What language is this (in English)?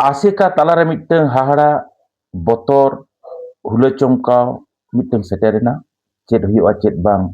Santali